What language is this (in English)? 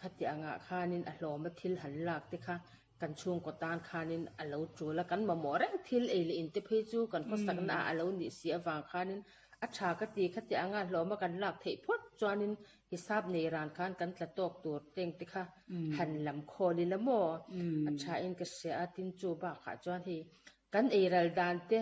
Mizo